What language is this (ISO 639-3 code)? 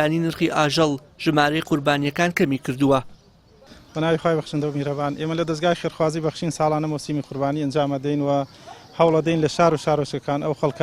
ckb